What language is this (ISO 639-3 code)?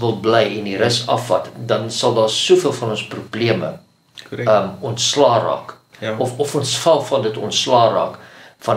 afr